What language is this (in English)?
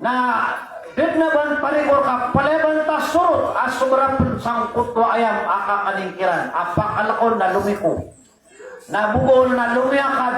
Maranao